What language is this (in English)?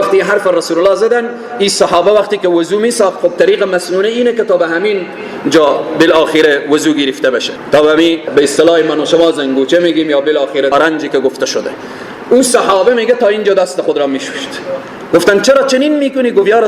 Persian